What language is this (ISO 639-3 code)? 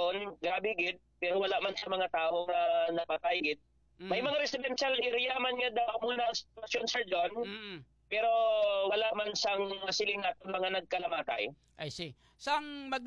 hil